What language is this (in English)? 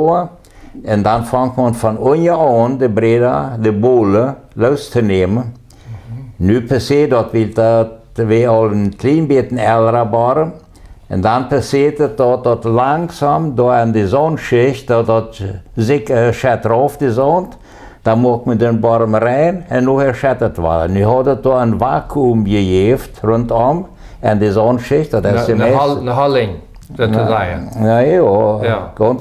Plautdietsch